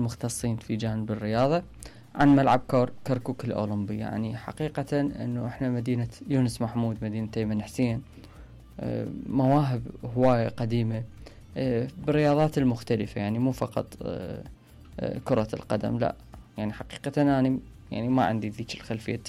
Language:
Mesopotamian Arabic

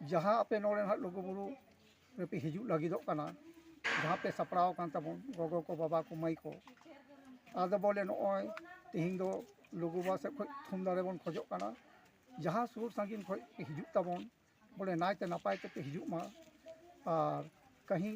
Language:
Santali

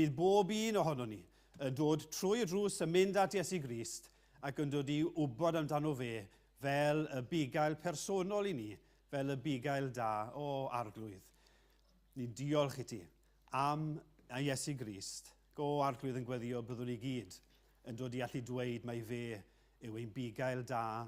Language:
Welsh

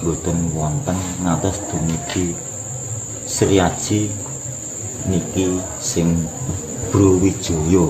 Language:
Javanese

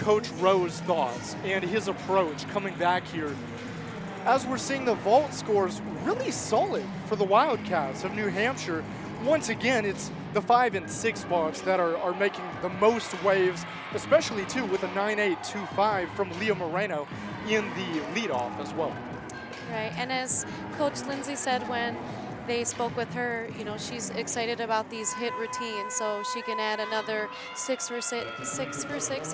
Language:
English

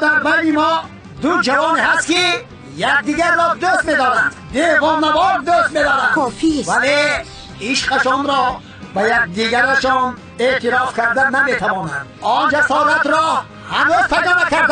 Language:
Tajik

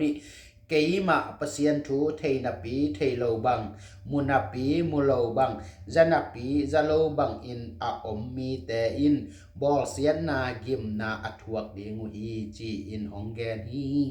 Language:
Tedim Chin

